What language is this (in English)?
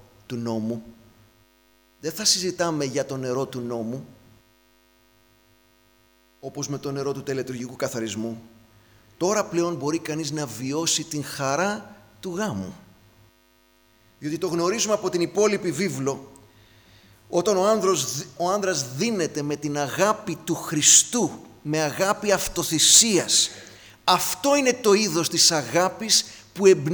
Greek